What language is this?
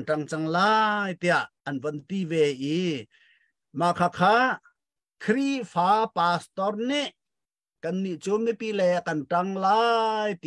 Hakha Chin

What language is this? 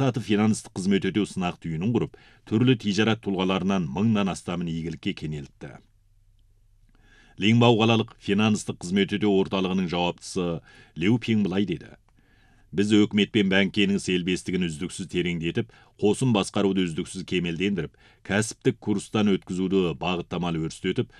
Kazakh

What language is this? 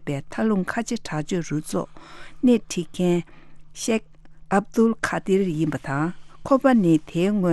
Tibetan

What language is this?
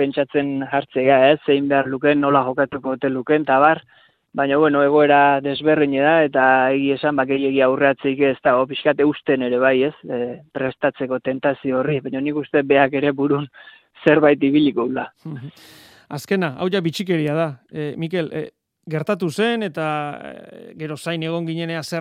Basque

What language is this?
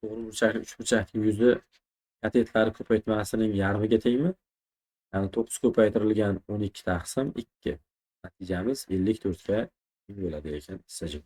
Uzbek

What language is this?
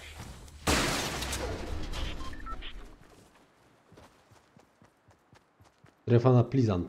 Polish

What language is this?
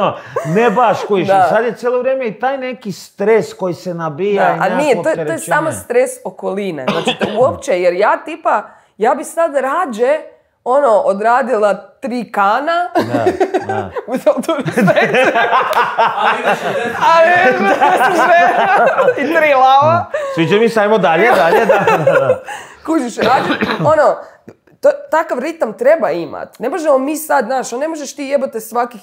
Croatian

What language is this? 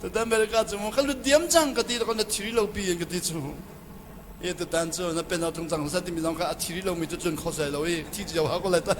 Hakha Chin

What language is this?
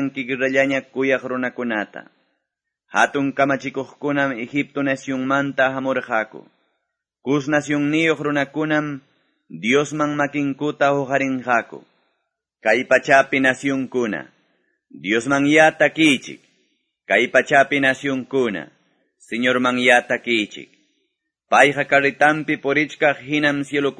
Quechua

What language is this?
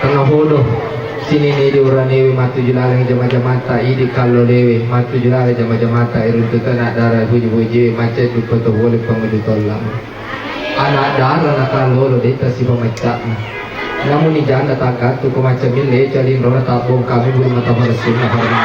Buginese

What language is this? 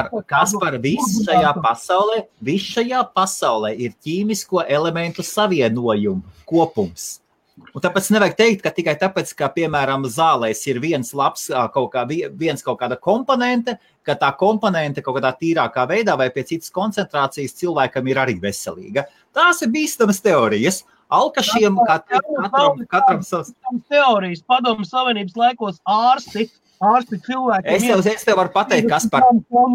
Latvian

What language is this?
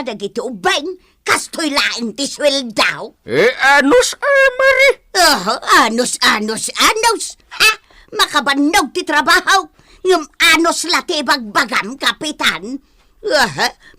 Iloko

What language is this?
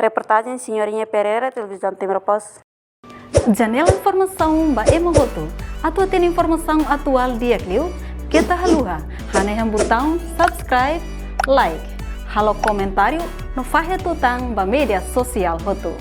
Tetum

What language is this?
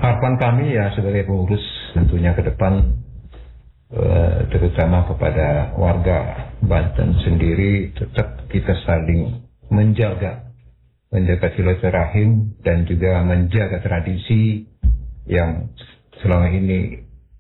Indonesian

